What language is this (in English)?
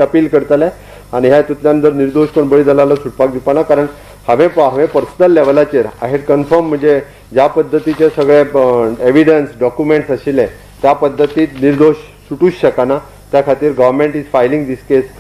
Konkani